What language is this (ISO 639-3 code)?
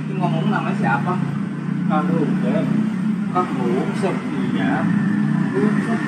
bew